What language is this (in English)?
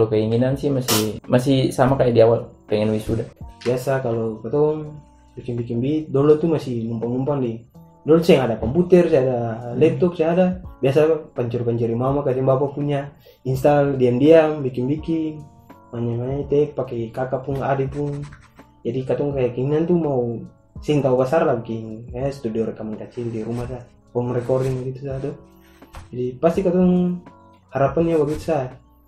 Ambonese Malay